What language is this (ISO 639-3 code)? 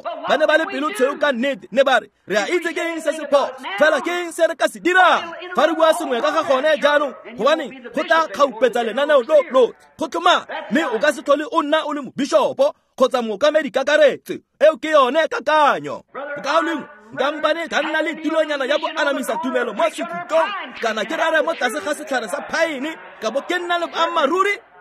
tsn